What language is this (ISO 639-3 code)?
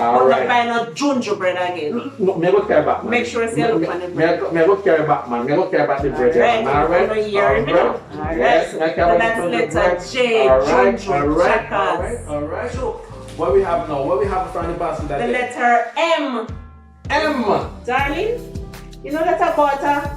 jam